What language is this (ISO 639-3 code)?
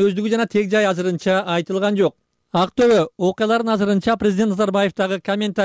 kir